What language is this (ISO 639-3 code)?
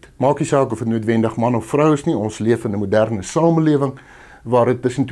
afr